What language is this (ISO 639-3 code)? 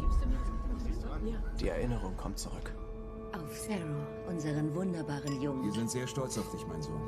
gsw